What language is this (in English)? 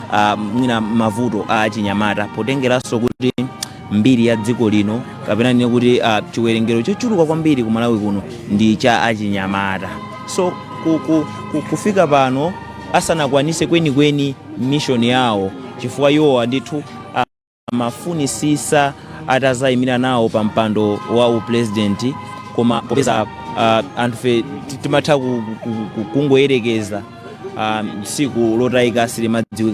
Nyanja